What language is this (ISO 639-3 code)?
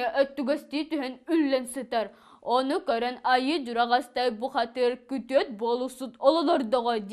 sah